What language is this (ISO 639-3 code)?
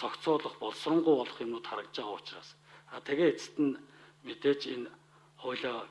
mon